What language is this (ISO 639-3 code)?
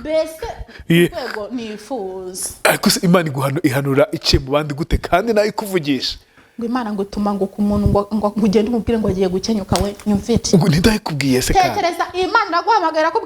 kin